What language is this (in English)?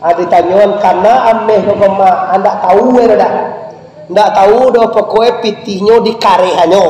Minangkabau